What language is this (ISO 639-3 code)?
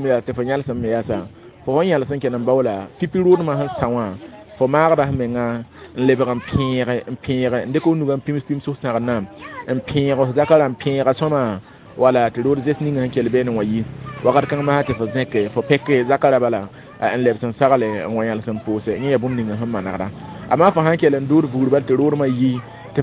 mos